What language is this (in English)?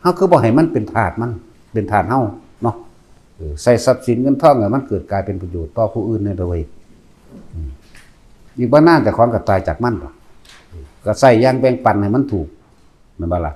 Northeastern Thai